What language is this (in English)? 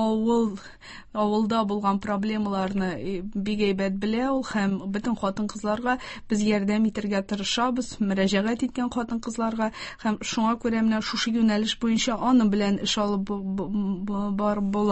Tatar